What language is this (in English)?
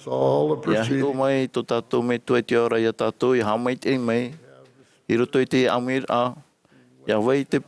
Tahitian